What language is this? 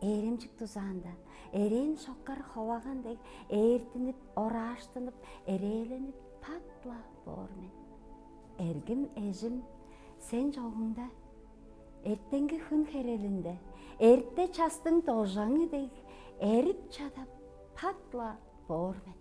Tuvinian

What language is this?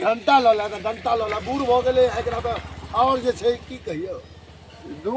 Maithili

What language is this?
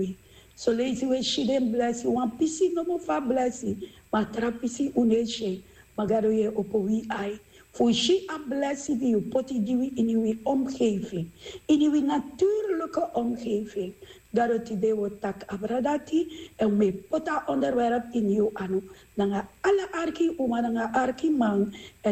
Sranan Tongo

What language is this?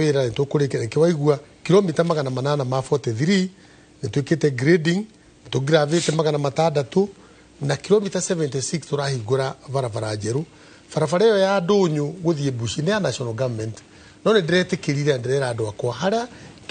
Kikuyu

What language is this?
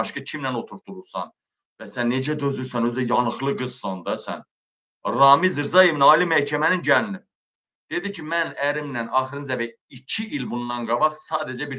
Azerbaijani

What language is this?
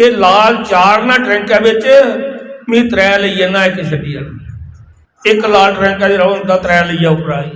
Dogri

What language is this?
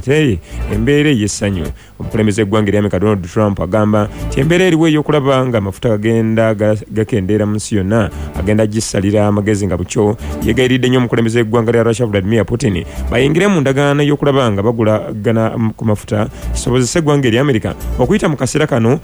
Ganda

